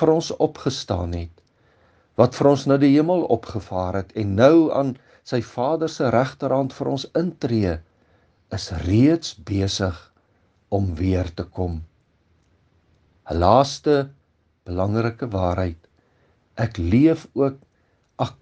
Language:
Afrikaans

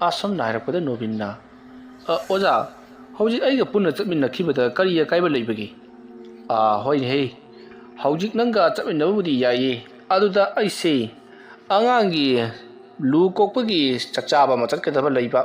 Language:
Manipuri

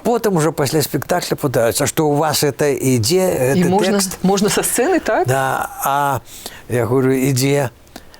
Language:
Belarusian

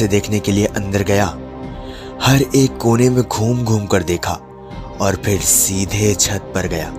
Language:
Hindi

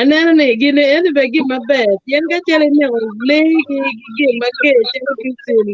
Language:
Acoli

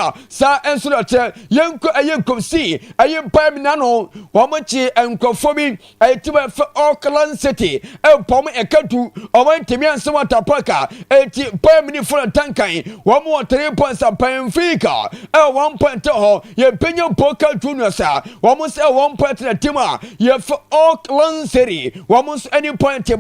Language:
Akan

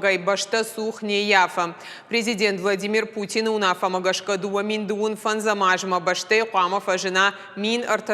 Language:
Ossetic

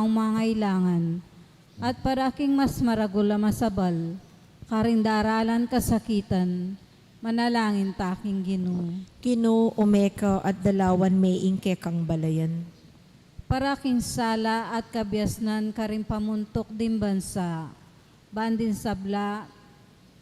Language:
Pampanga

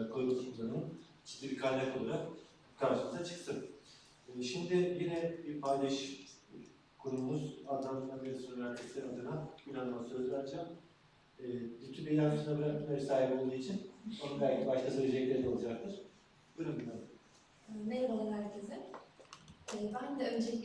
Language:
Turkish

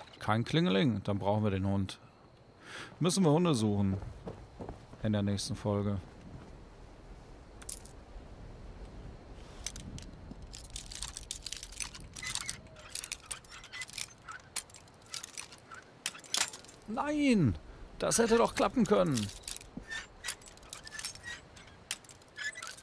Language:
German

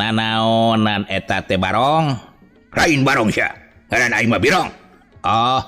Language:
Sundanese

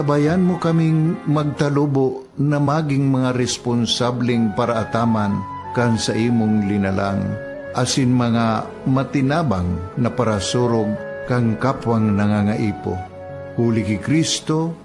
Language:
Bikol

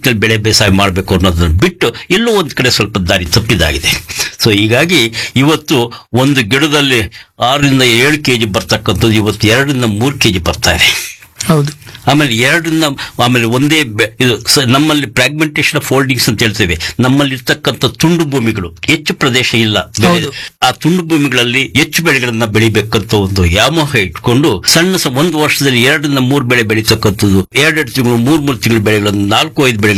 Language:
Kannada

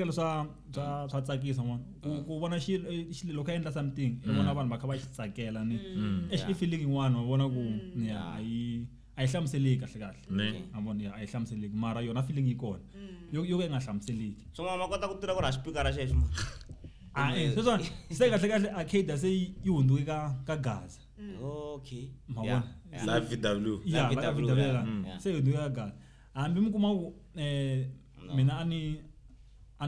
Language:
Tsonga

